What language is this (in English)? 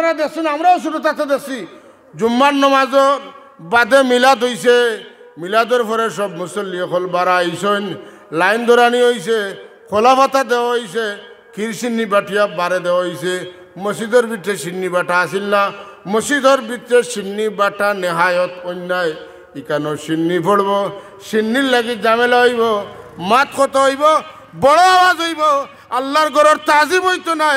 Sylheti